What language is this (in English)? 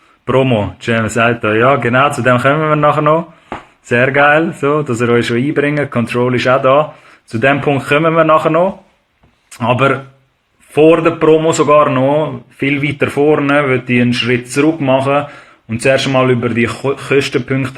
Swiss German